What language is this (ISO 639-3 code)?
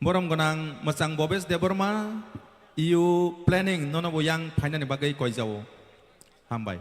trp